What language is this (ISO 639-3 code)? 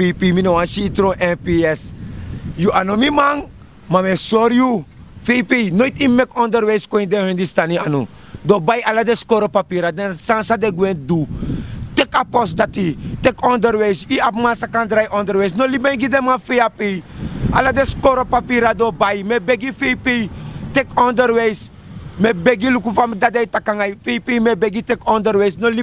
srn